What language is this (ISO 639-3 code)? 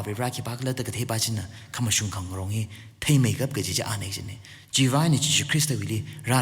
nmf